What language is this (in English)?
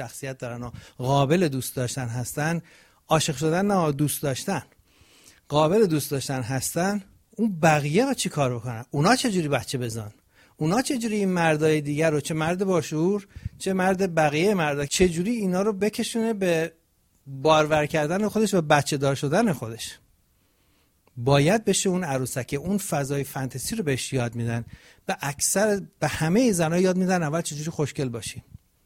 Persian